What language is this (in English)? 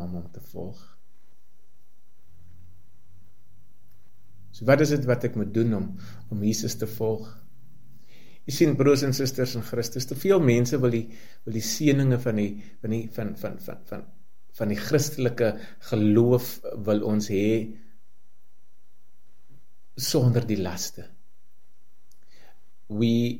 Afrikaans